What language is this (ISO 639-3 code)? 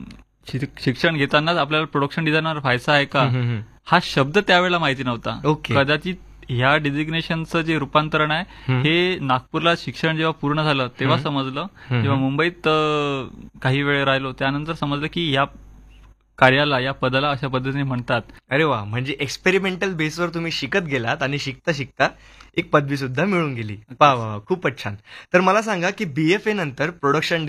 mar